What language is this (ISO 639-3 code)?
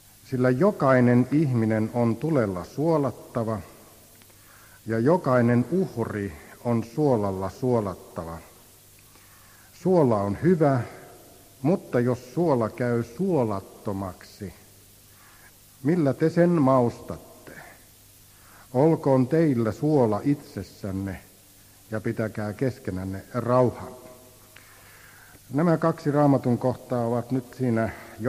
fin